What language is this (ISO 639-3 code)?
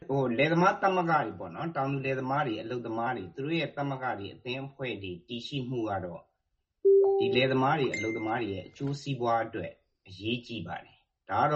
mya